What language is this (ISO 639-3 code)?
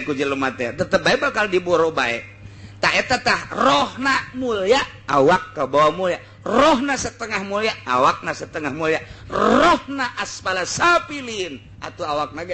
sun